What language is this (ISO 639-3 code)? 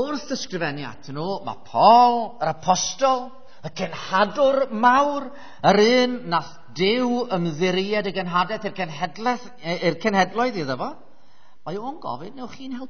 cym